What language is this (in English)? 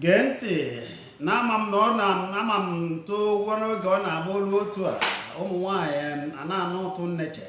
Igbo